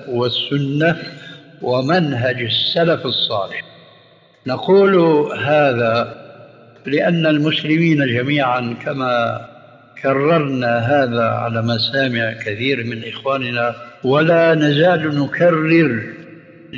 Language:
Arabic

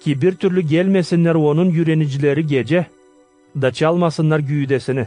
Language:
Gagauz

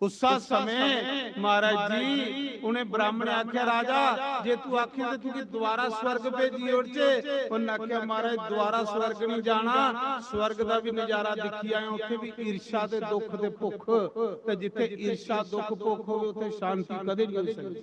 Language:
Dogri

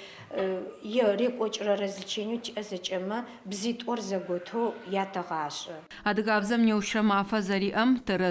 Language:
Adyghe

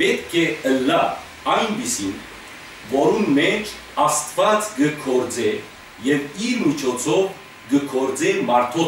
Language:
Western Armenian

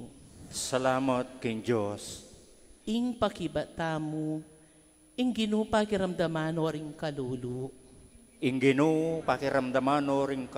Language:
Pampanga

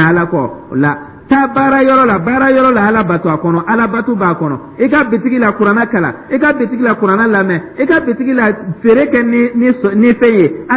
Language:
Dyula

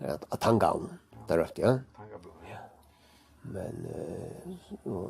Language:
Faroese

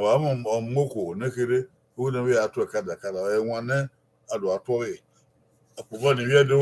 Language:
Bini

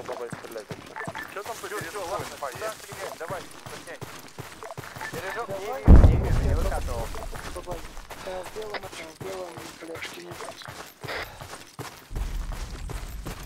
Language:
Russian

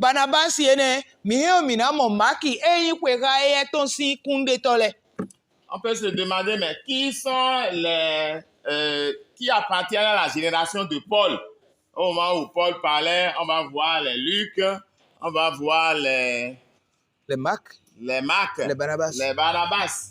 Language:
Fon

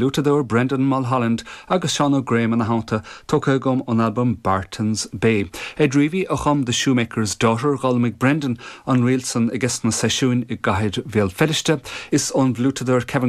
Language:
Irish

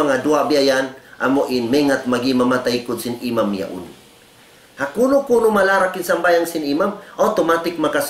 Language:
Tausug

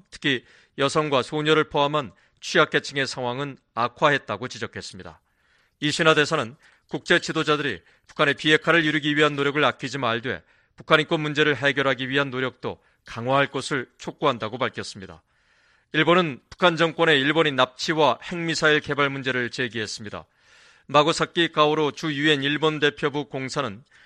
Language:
Korean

